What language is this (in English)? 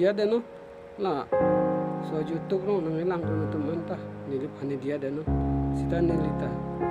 Karbi